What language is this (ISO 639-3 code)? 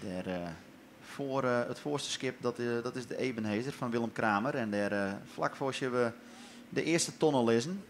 fry